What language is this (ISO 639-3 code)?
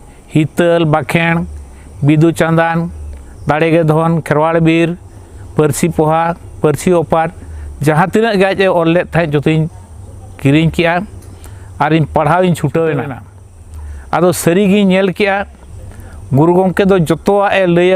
sat